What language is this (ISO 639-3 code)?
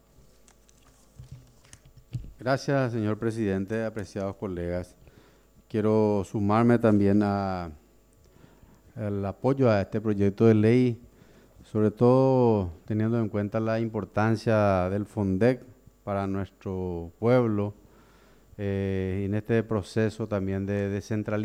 spa